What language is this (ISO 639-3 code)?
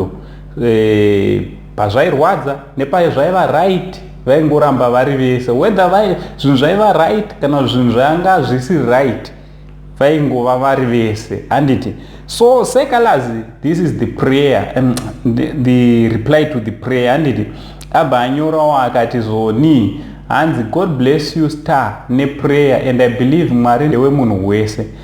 sna